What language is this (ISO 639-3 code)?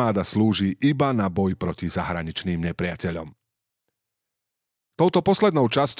slk